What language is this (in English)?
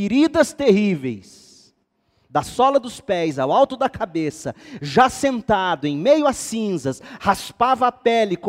Portuguese